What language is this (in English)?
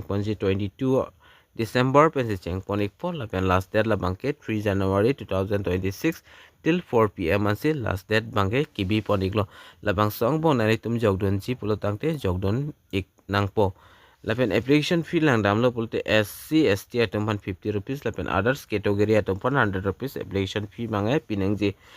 Karbi